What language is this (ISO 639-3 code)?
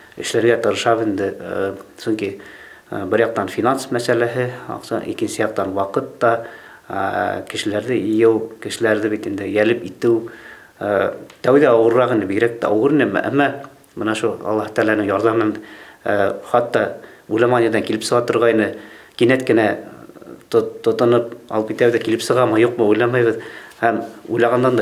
bak